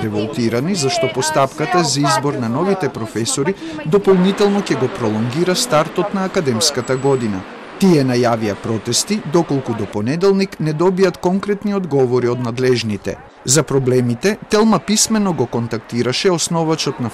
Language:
Macedonian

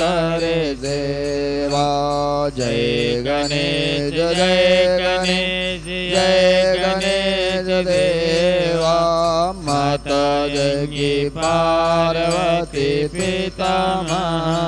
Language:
Hindi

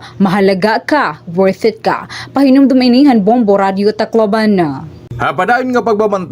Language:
Waray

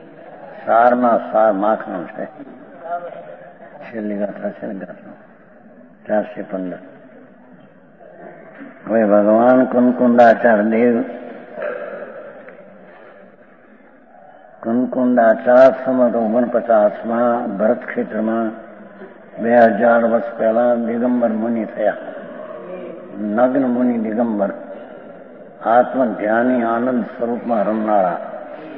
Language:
Gujarati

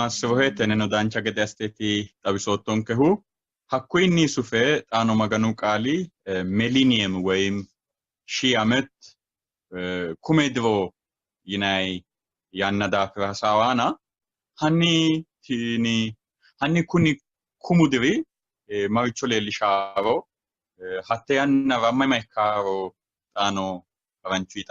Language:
Sidamo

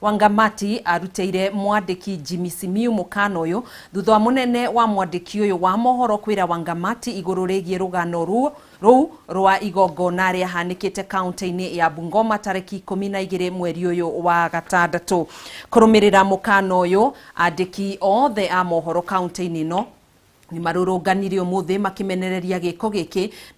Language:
Kikuyu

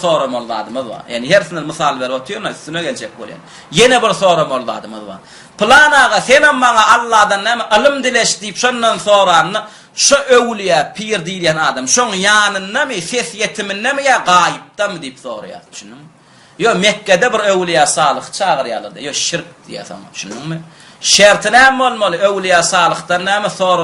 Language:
Turkmen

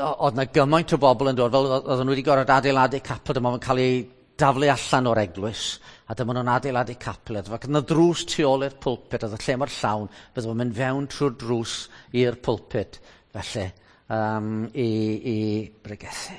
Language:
Welsh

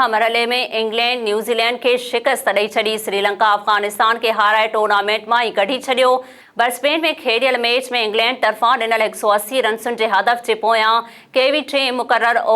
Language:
Sindhi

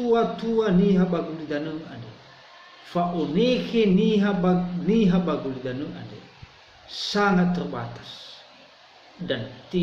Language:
Nias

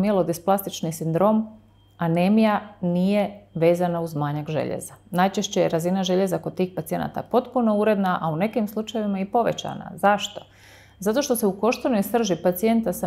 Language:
Croatian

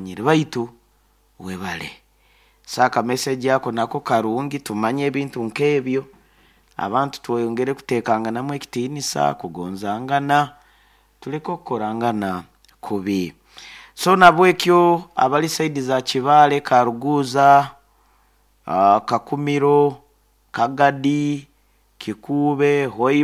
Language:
Nyoro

